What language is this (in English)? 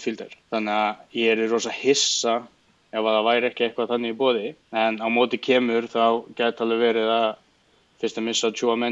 Icelandic